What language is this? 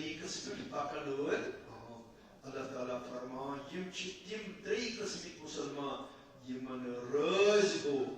Kashmiri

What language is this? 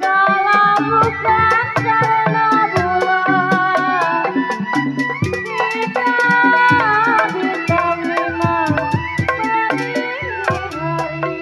Betawi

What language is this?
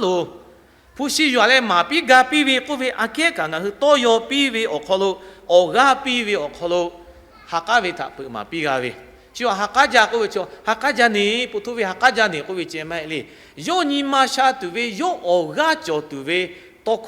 Lahu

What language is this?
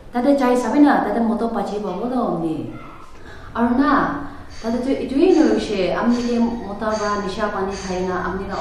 Naga Pidgin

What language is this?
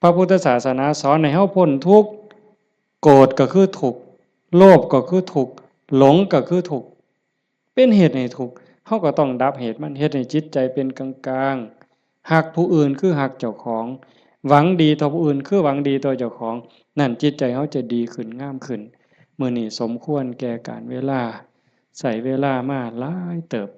Northeastern Thai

